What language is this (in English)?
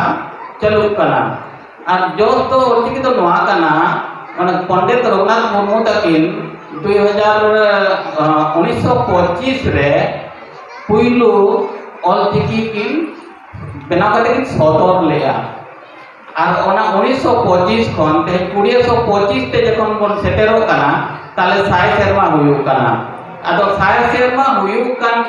Santali